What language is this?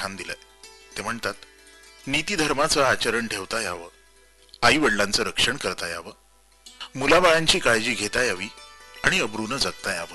Marathi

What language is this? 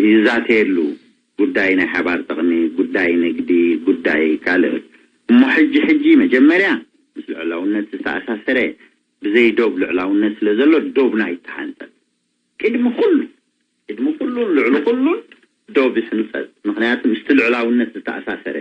Tigrinya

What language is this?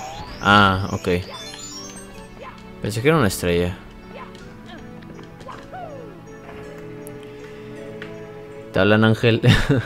Spanish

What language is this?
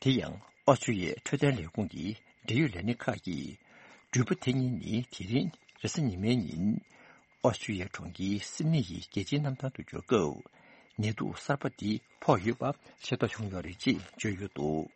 Tibetan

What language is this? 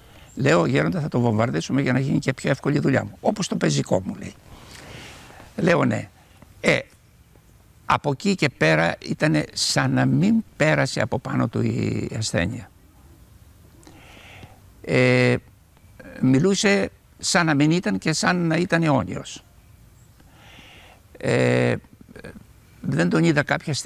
Greek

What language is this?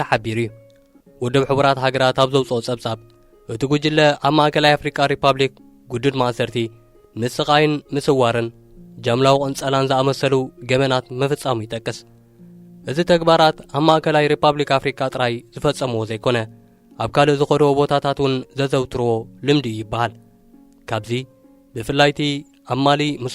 Tigrinya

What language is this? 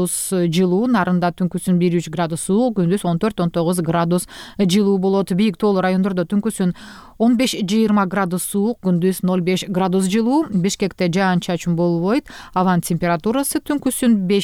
Kyrgyz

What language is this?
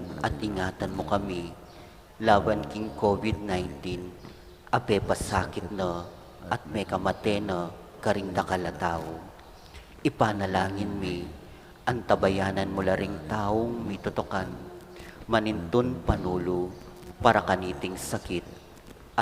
Pampanga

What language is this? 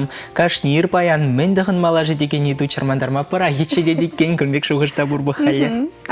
Chuvash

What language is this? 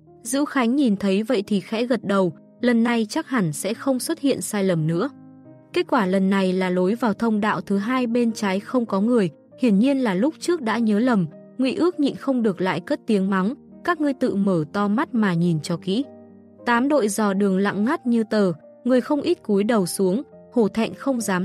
Vietnamese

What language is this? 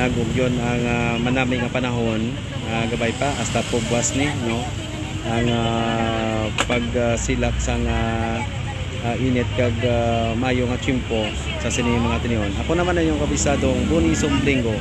Hiligaynon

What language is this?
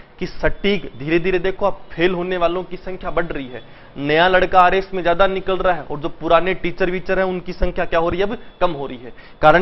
Hindi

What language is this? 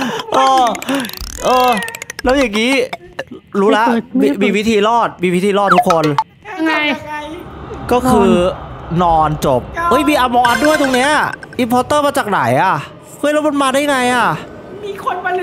Thai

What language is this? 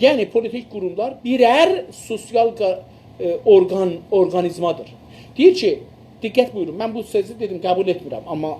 South Azerbaijani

